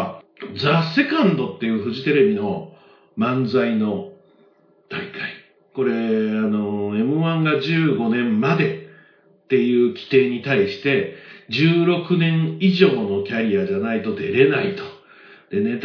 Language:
Japanese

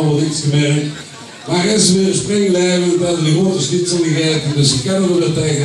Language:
Limburgish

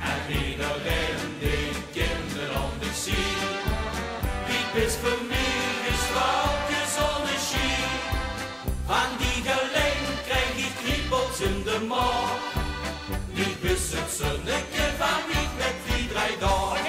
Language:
Limburgish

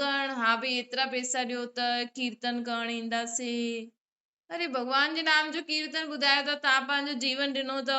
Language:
Sindhi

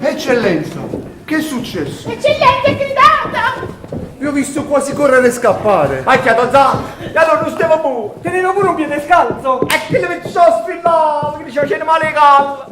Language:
Neapolitan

